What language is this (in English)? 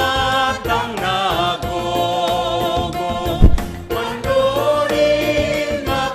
Batak Simalungun